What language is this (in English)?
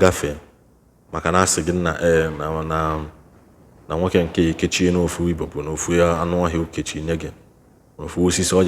Igbo